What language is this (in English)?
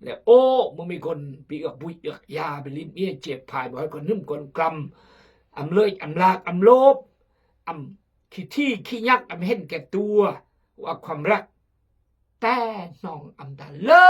Khmu